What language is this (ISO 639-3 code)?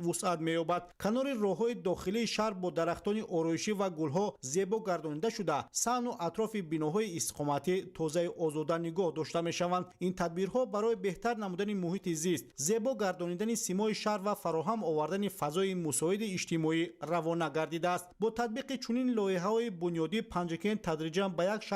tgk